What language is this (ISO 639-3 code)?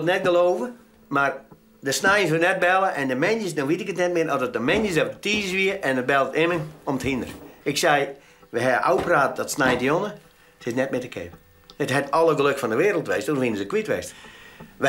fry